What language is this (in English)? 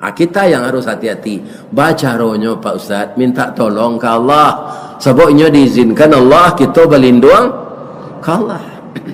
Minangkabau